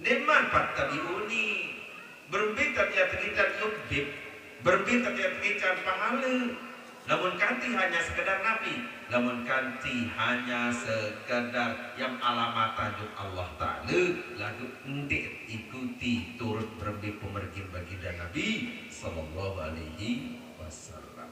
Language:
Sasak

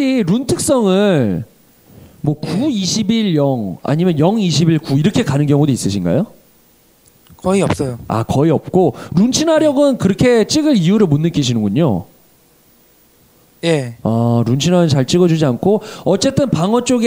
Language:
Korean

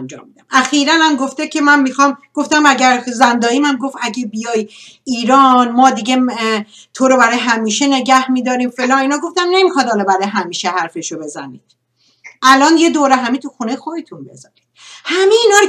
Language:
Persian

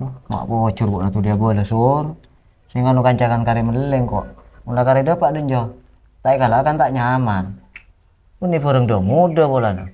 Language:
Madurese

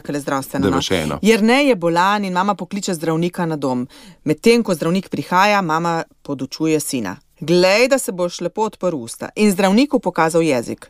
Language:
Slovenian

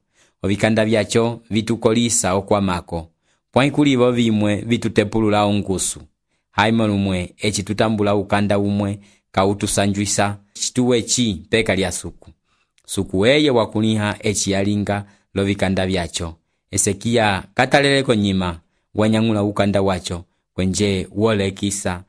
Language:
Umbundu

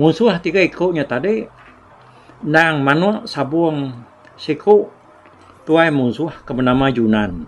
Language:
Iban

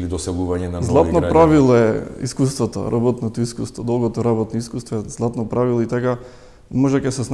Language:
Macedonian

